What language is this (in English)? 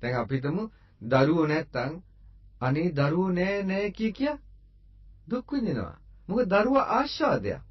Sinhala